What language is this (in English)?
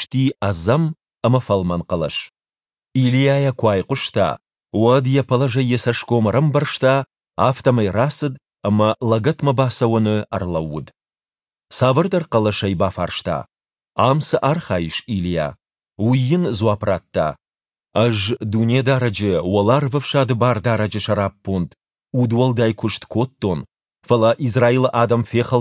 Ossetic